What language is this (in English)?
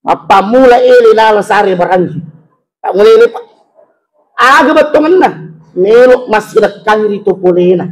Buginese